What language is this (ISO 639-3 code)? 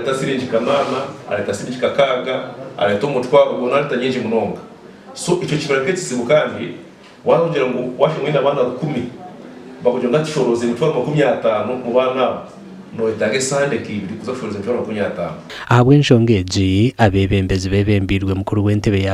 nyn